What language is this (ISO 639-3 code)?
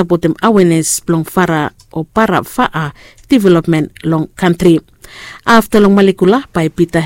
bis